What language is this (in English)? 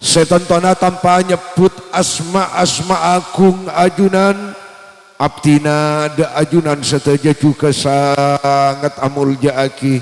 Madurese